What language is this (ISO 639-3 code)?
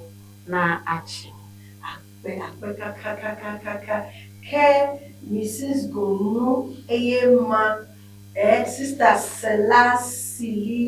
ewe